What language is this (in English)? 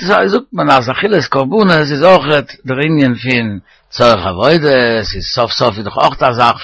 Yiddish